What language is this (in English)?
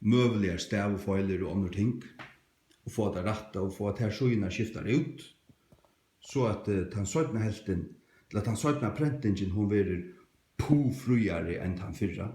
Faroese